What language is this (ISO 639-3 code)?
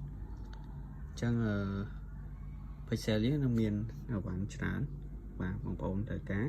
khm